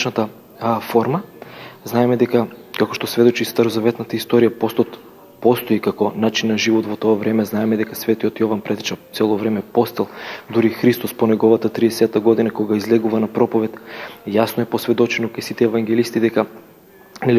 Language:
Macedonian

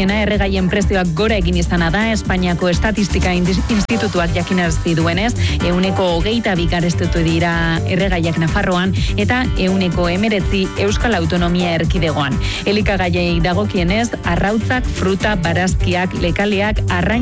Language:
Basque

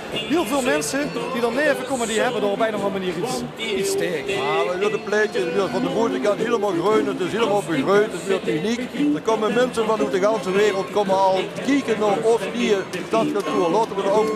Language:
Limburgish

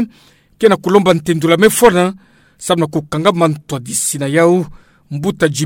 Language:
Kituba (Democratic Republic of Congo)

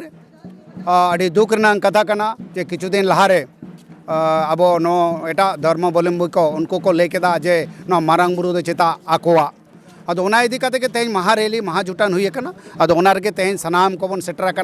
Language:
Santali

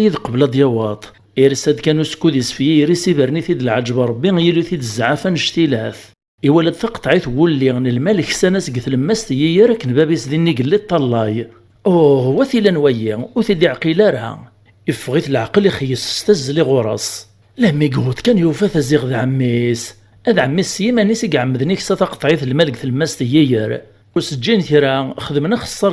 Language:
Kabyle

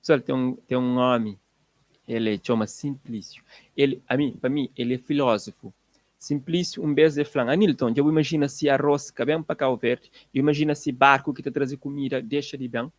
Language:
Kabuverdianu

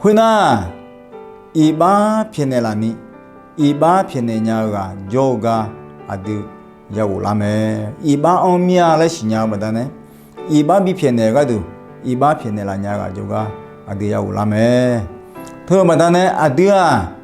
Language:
Akha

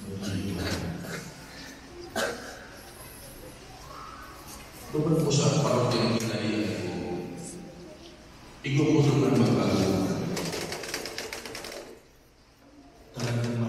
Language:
Filipino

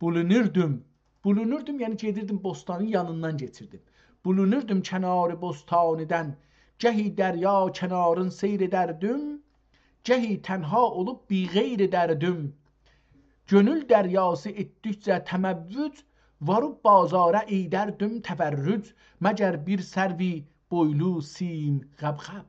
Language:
South Azerbaijani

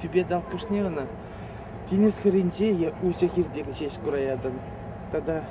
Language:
Chuvash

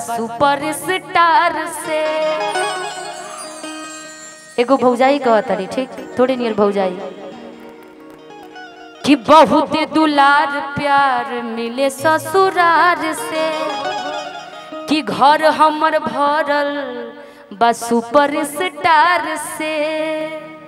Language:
Bhojpuri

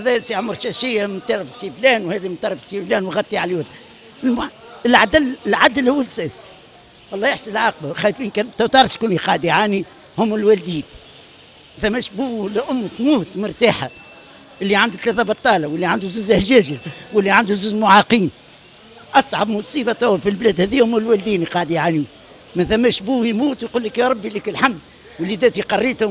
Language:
Tunisian Arabic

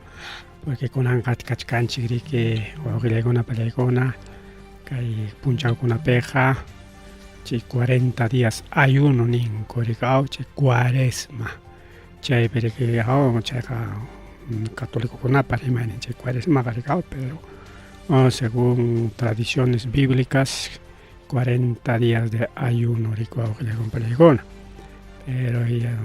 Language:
Ayacucho Quechua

